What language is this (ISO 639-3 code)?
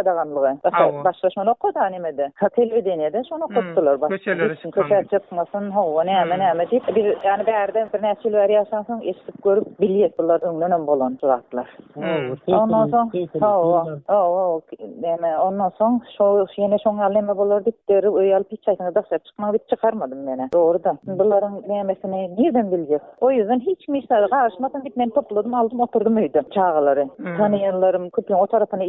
tuk